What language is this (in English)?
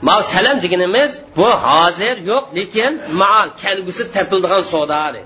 Uyghur